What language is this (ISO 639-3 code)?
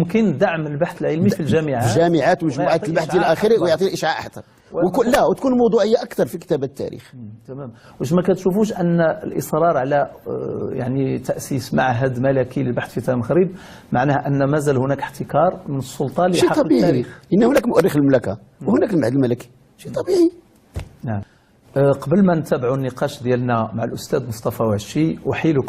ary